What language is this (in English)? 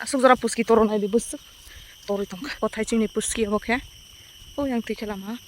Kok Borok